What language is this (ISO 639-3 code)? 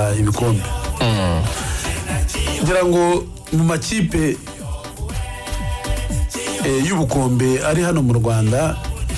kin